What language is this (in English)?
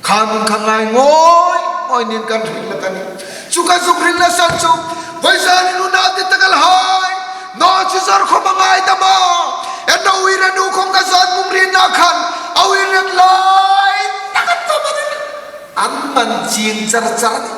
Hmar